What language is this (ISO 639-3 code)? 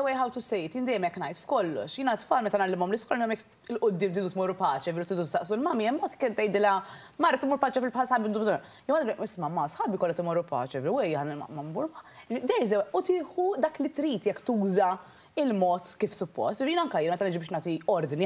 mlt